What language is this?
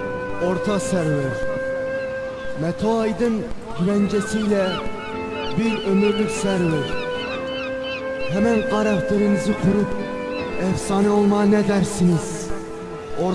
Turkish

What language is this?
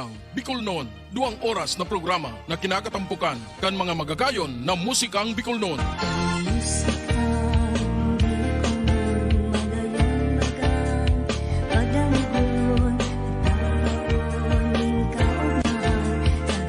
Bikol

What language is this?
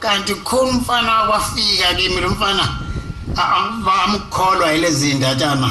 Zulu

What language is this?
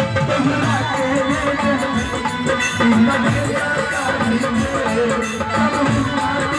Bhojpuri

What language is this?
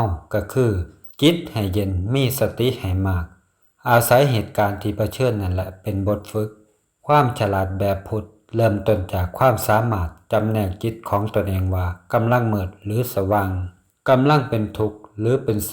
Lao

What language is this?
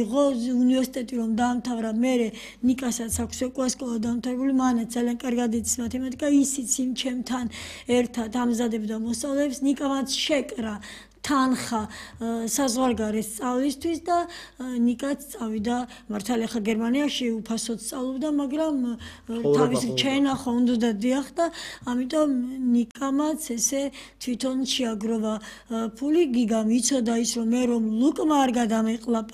Georgian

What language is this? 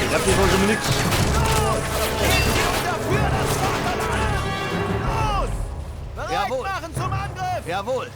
Bavarian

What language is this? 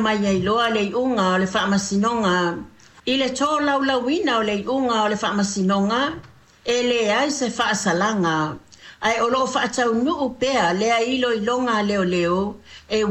Samoan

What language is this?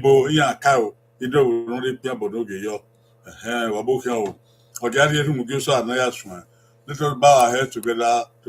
Bini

